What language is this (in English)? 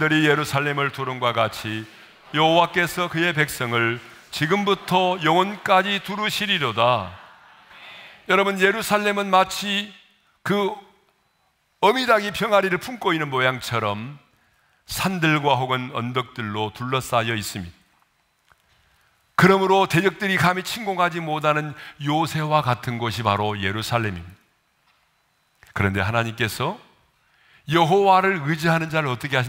Korean